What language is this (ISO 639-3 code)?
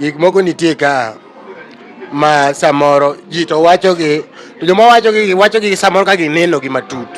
luo